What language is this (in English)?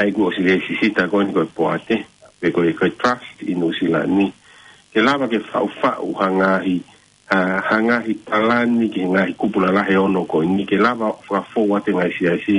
Tongan